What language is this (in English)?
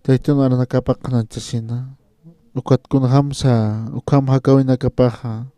Aymara